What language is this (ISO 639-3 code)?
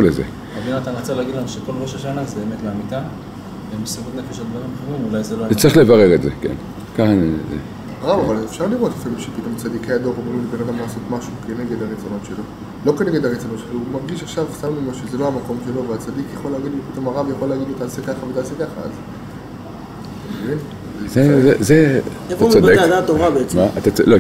heb